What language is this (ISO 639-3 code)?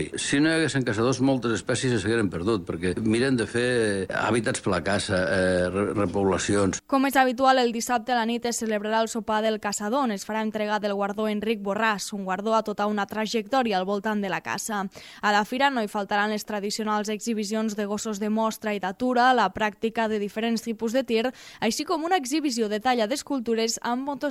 cat